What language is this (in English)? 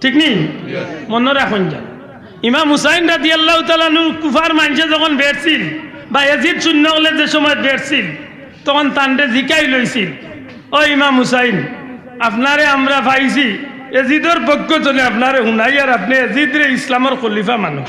Sylheti